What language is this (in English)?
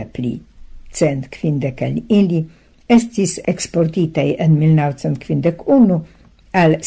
Esperanto